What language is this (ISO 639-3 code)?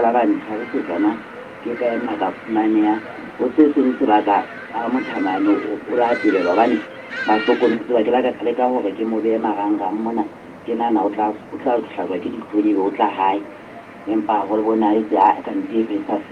sot